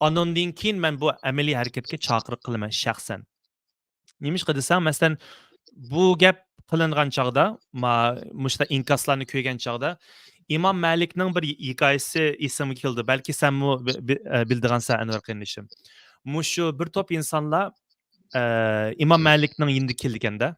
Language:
Uyghur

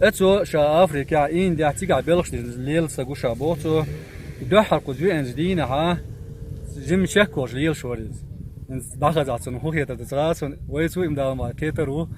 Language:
Chechen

